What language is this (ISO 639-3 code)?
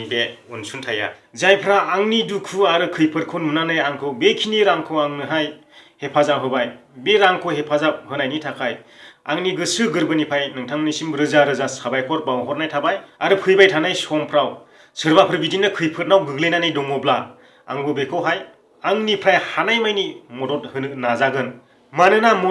brx